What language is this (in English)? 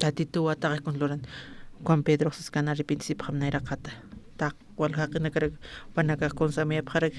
Aymara